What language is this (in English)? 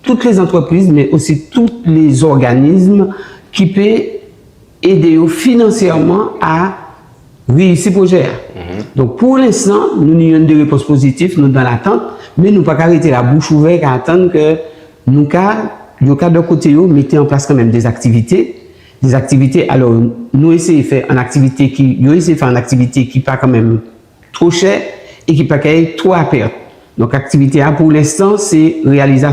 Guadeloupean Creole French